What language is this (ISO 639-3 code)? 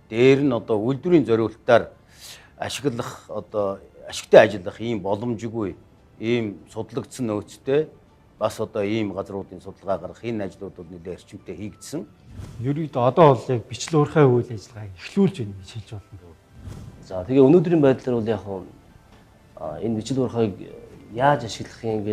mon